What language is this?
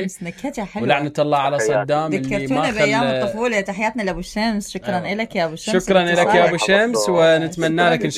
Mesopotamian Arabic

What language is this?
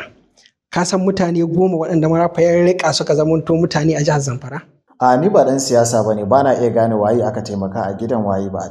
Hausa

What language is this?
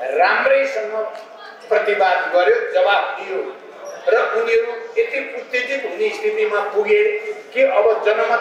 Nepali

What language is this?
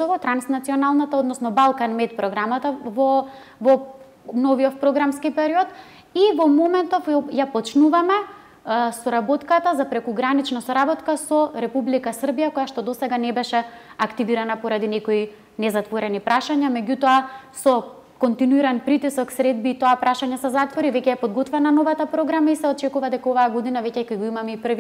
Macedonian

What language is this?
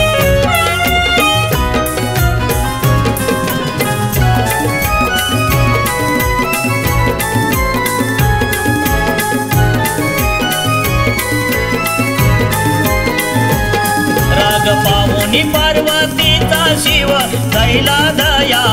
Marathi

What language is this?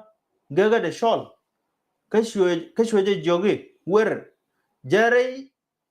Nuer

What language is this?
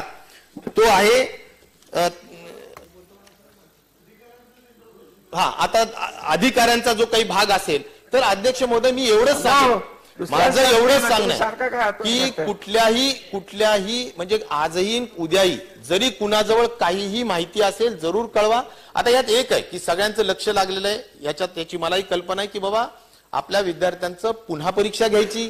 Marathi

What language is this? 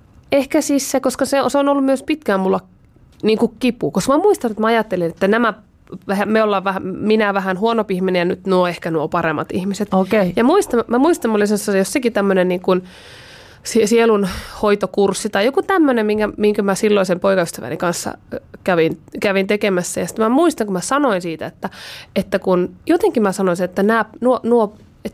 Finnish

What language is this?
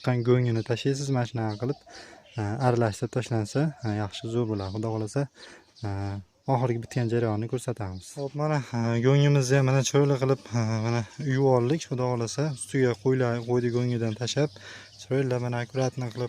Uzbek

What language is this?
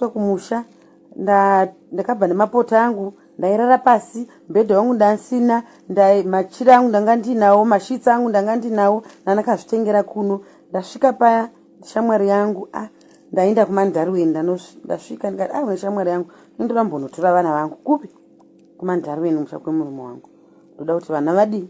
Shona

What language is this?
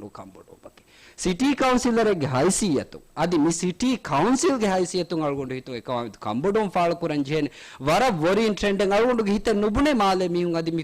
Divehi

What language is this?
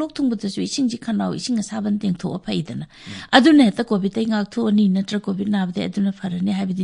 Manipuri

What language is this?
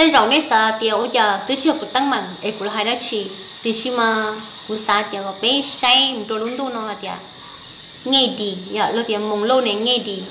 Hmong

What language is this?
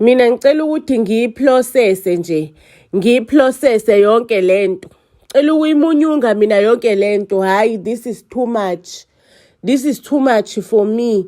Zulu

